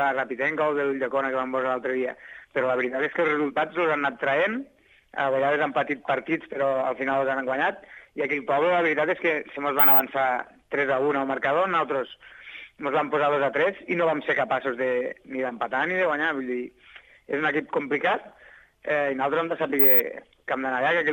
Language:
Catalan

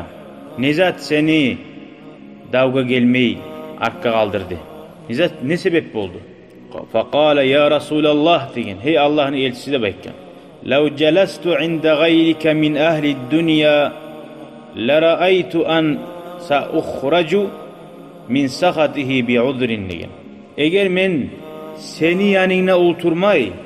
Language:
Kumyk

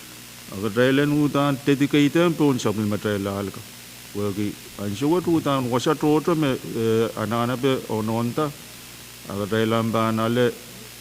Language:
Pohnpeian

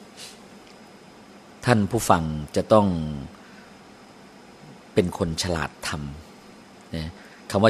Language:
Thai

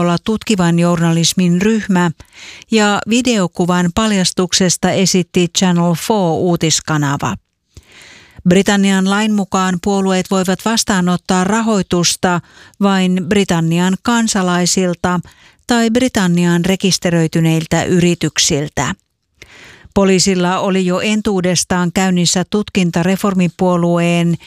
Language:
Finnish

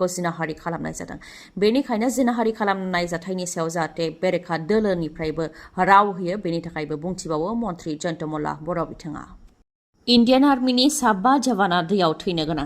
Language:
Bodo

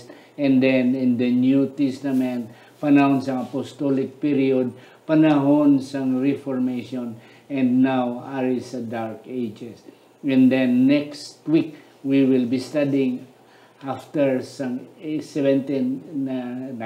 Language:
Hiligaynon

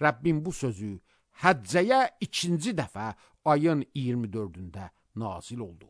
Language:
Azerbaijani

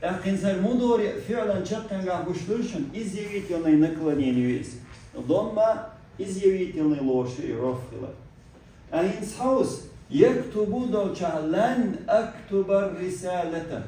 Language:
Chechen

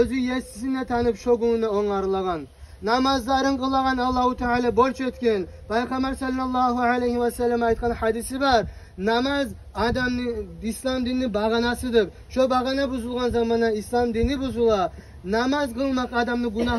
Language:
Kumyk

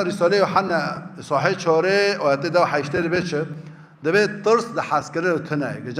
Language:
Kurdish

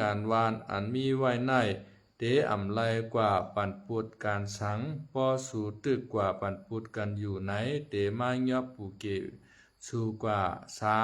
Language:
Shan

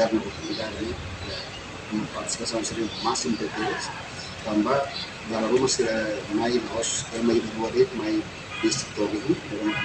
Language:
Tetum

